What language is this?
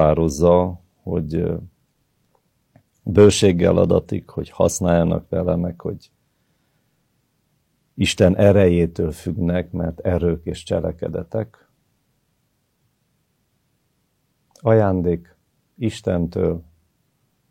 Hungarian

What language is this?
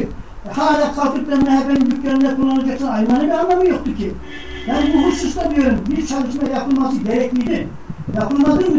Turkish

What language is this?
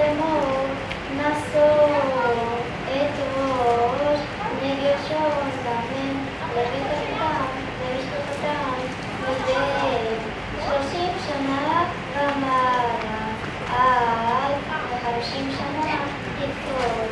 Hebrew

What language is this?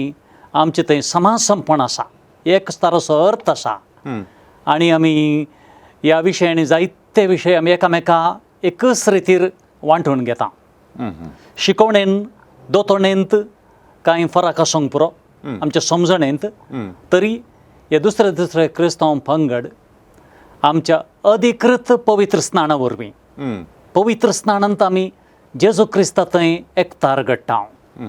Konkani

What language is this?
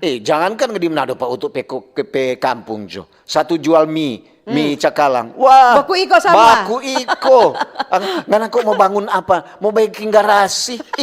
Manado Malay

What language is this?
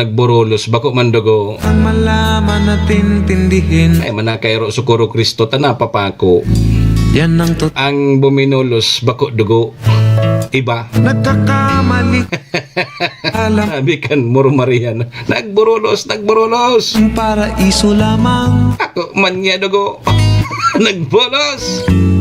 Bikol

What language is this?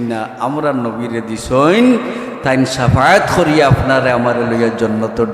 Sylheti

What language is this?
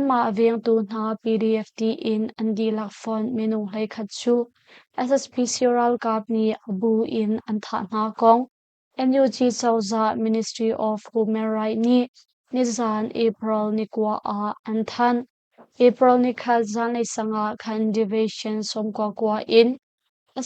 Hakha Chin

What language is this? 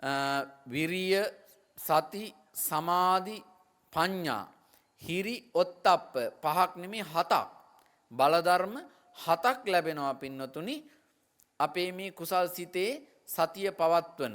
Sinhala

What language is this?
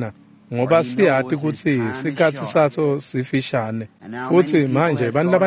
Swati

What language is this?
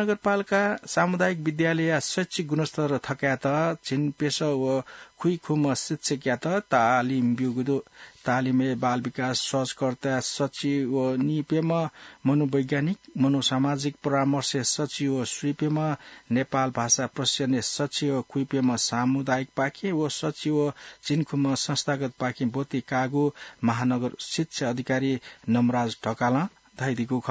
Newari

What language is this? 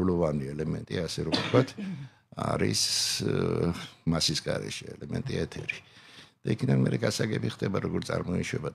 Georgian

